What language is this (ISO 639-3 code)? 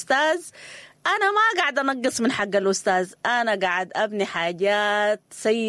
apd